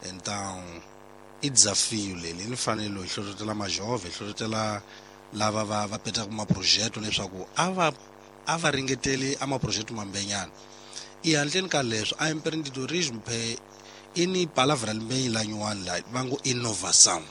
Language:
Tsonga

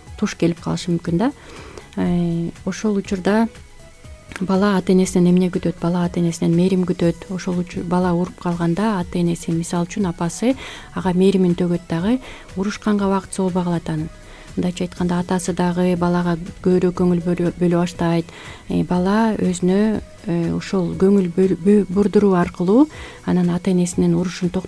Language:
Kyrgyz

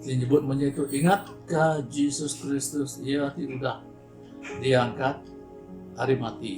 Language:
Iban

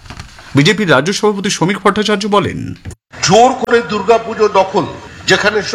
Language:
Bangla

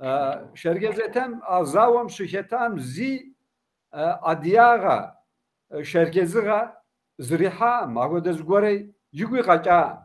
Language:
Kabardian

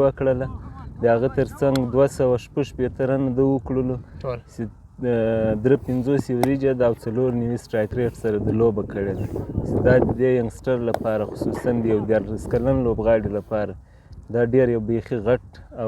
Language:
Pashto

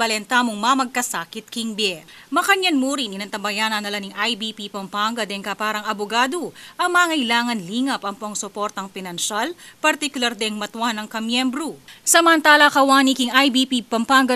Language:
Pampanga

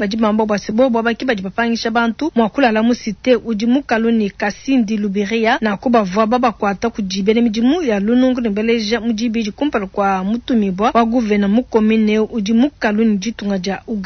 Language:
Luba-Lulua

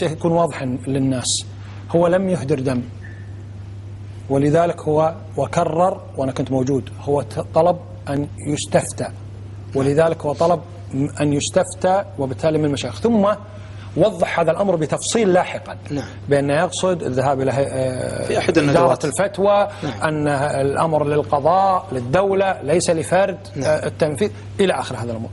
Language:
Arabic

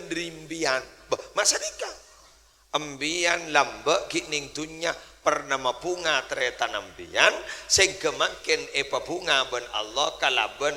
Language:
Madurese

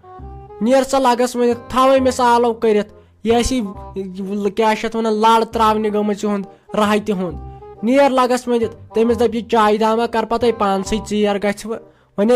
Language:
Kashmiri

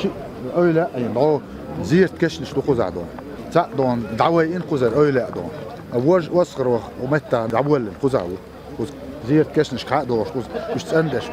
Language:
Chechen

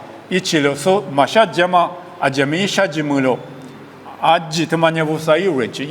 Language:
Lisu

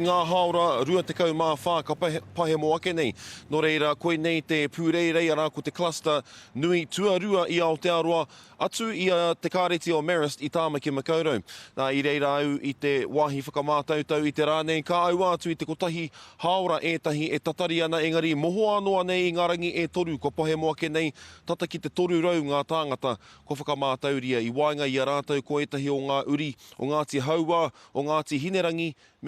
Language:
Māori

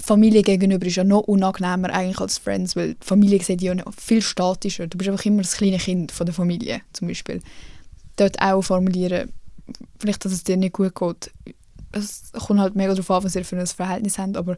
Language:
Swiss German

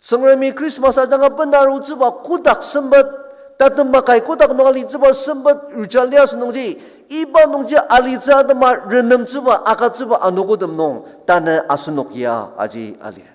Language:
Ao Naga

